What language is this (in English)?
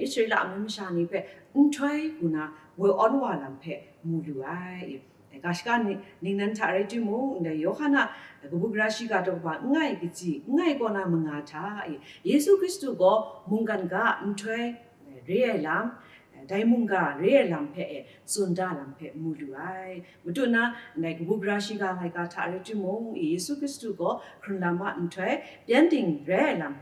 Kachin